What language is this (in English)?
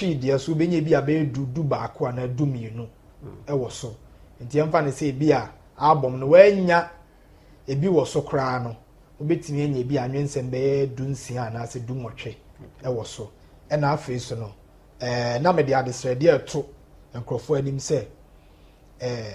Akan